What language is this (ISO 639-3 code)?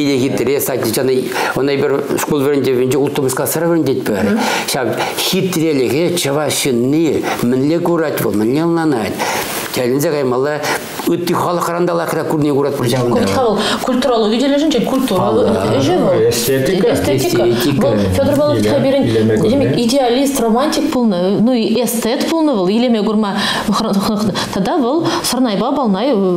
chv